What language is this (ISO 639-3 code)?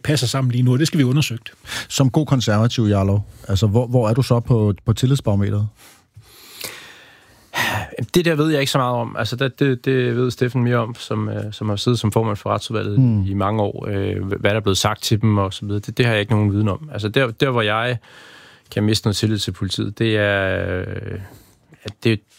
dan